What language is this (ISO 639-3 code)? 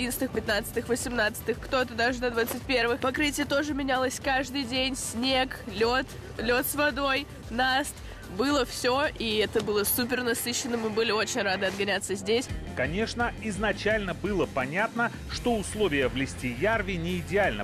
rus